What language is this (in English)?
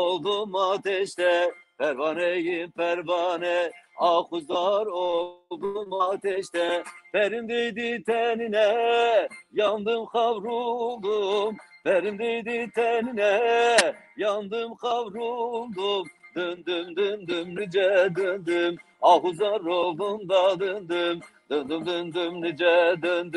Zaza